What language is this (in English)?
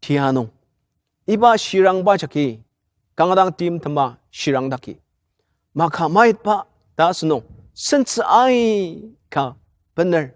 Ao Naga